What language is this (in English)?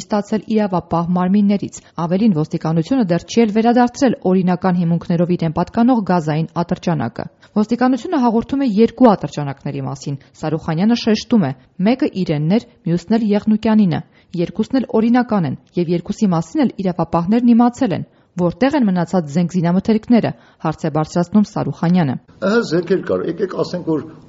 Armenian